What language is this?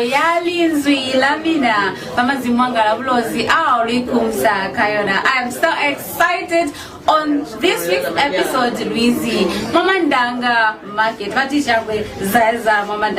Lozi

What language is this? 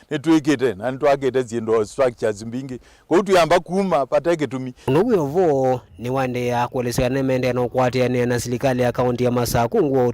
Kamba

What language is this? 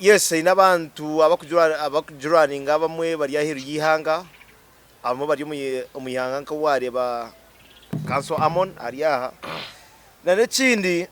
Nyankole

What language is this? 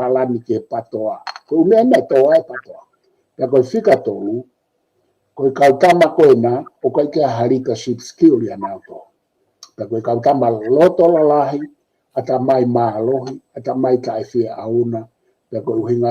Tongan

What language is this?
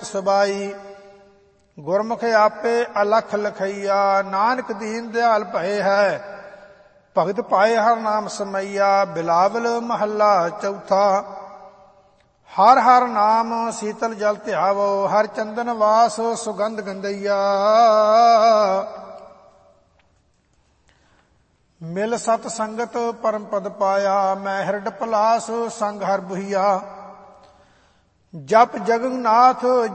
Punjabi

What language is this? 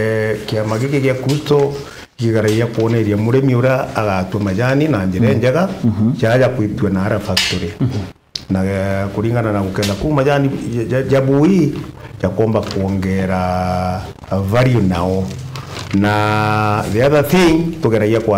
Meru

